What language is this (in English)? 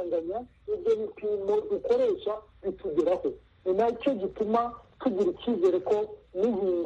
Kinyarwanda